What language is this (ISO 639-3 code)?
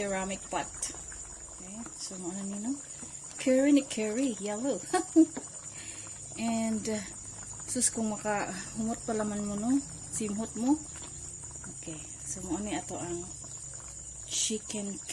ceb